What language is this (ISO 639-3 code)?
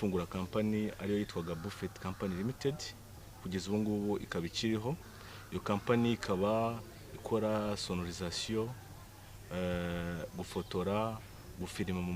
kin